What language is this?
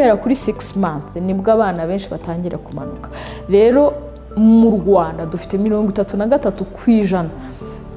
Kinyarwanda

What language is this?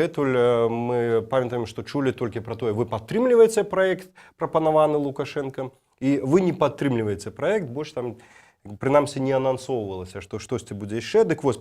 Belarusian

